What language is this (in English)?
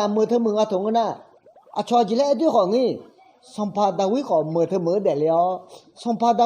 Akha